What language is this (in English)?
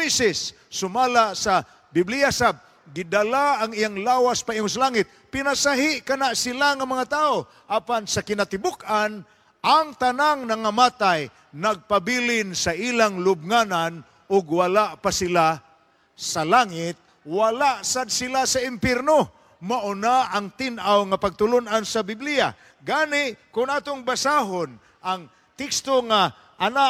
Cebuano